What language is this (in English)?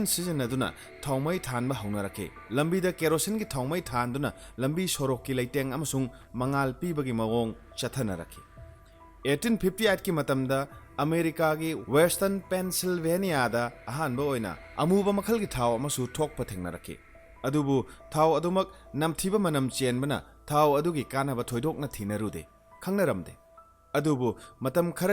Manipuri